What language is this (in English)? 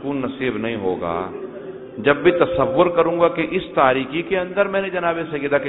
Urdu